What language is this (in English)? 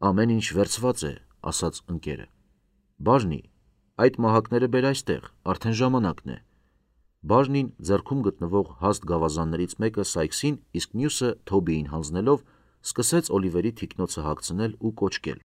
Armenian